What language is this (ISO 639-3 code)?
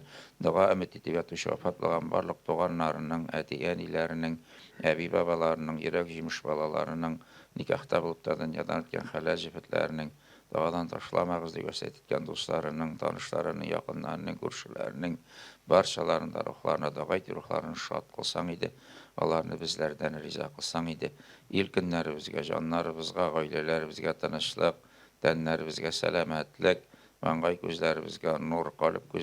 tat